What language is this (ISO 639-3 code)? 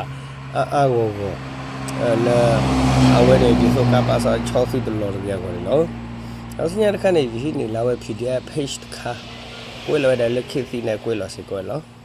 ksw